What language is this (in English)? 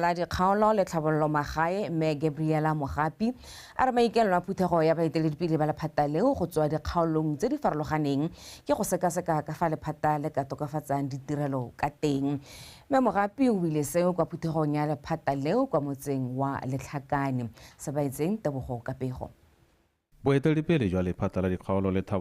Tswana